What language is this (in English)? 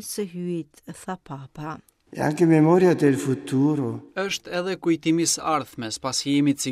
Albanian